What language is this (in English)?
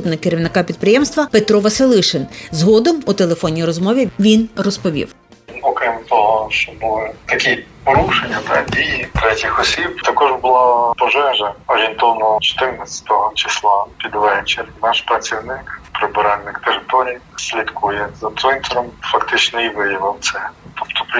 Ukrainian